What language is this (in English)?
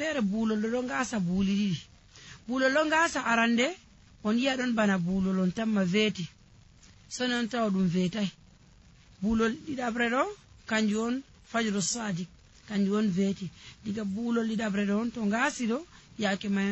Fula